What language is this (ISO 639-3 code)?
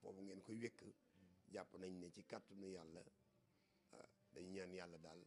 wol